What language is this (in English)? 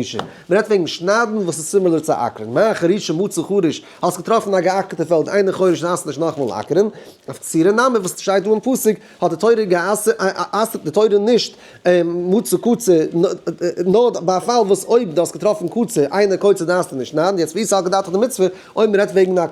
Yiddish